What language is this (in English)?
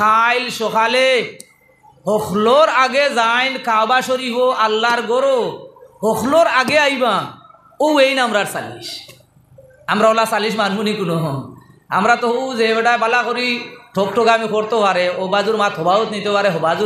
Sylheti